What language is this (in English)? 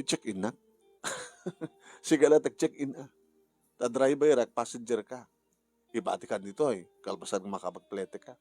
Iloko